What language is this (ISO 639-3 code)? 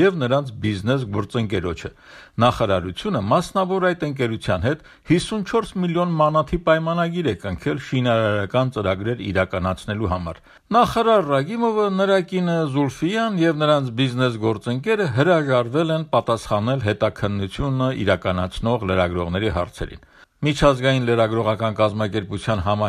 hye